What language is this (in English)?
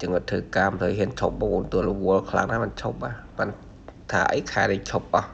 Khmer